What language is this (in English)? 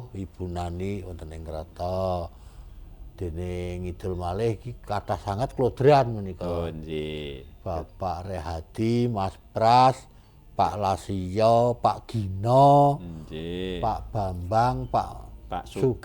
Javanese